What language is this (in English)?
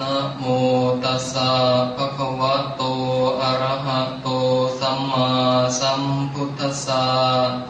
Pali